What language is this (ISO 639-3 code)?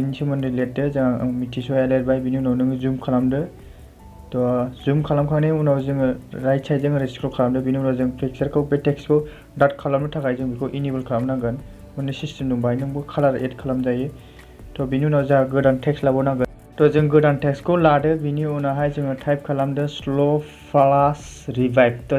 brx